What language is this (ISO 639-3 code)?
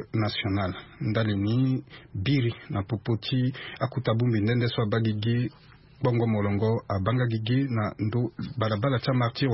sag